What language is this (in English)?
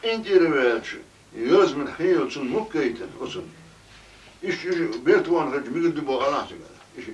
Chechen